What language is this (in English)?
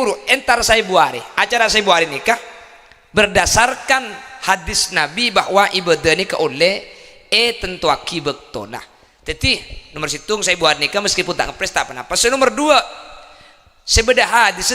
Madurese